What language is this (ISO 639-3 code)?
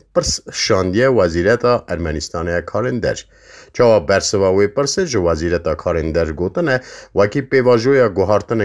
kur